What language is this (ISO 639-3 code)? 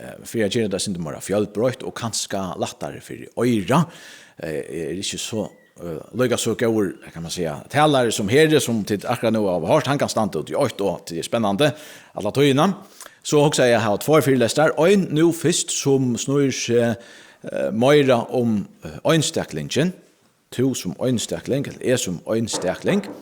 fao